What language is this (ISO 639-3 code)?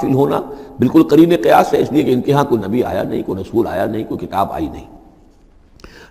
urd